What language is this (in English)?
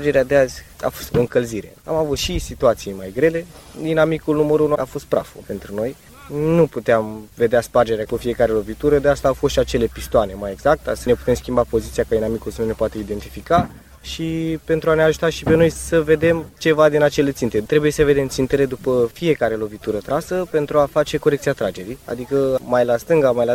Romanian